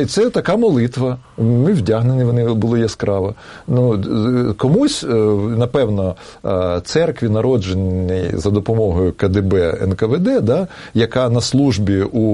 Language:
Ukrainian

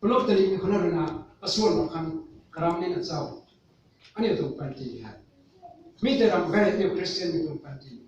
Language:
Rongmei Naga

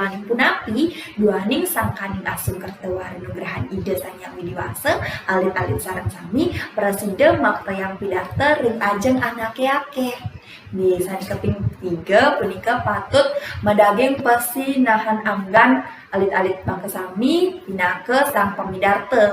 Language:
Balinese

